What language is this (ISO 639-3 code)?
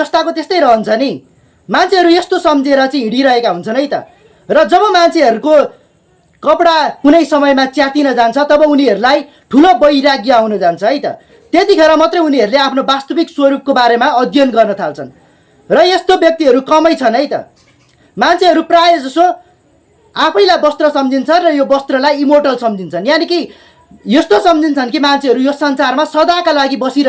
nep